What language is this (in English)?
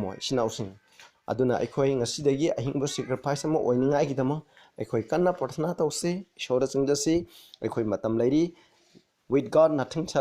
Manipuri